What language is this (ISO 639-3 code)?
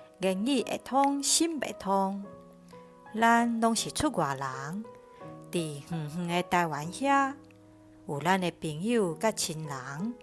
nan